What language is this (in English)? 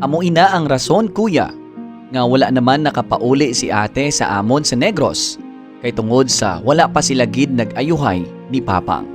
Hiligaynon